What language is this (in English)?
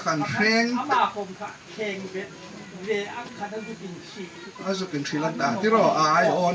Hmar